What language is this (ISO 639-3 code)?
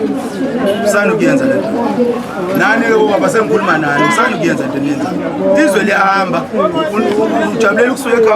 zul